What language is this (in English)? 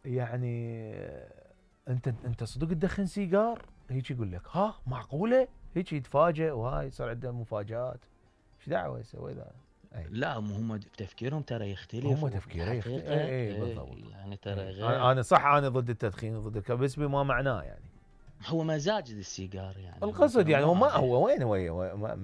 Mesopotamian Arabic